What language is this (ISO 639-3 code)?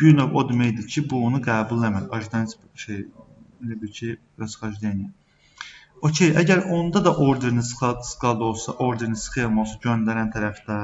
aze